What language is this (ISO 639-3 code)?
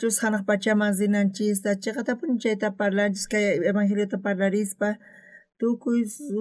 quh